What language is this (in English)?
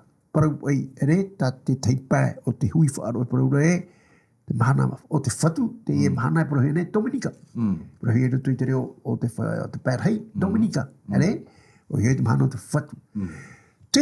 Tahitian